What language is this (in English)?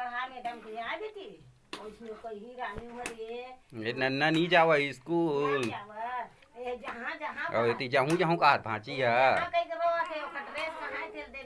Chhattisgarhi